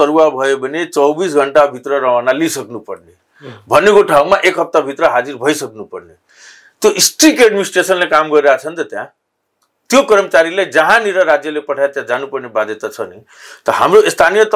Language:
Nepali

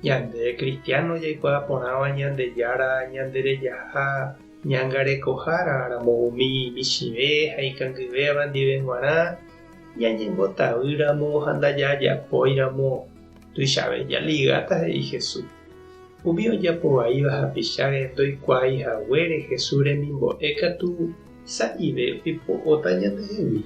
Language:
Guarani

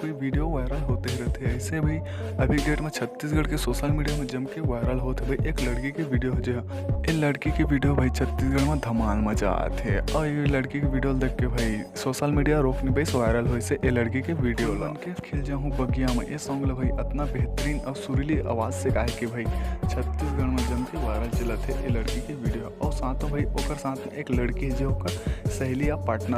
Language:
Chhattisgarhi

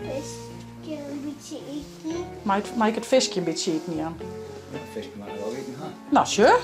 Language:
Western Frisian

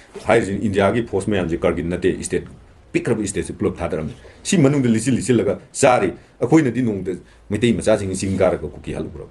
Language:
Manipuri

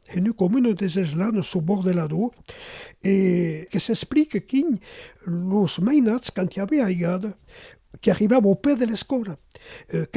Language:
Occitan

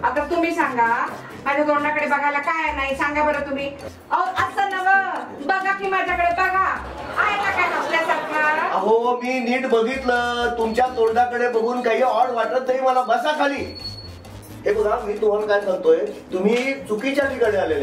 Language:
Marathi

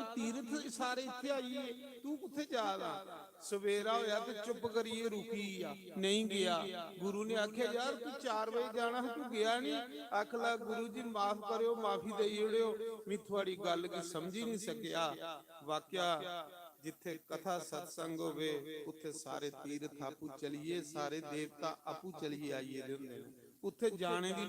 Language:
Dogri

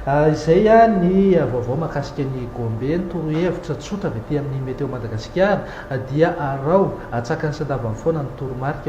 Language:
Malagasy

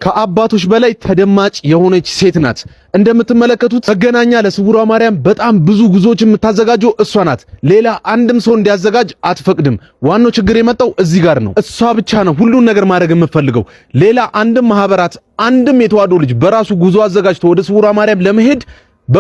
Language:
Amharic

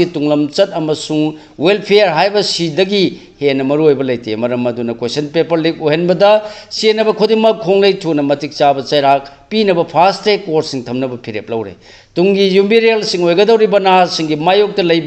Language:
Manipuri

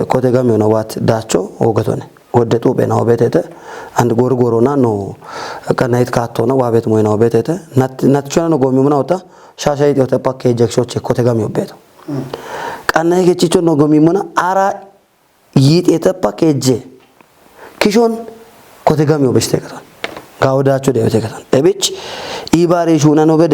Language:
Kafa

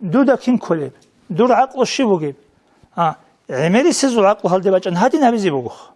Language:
Avaric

